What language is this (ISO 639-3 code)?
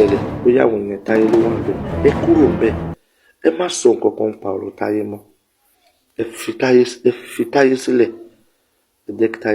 yor